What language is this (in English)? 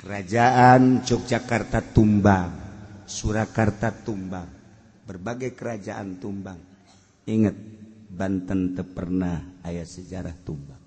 Sundanese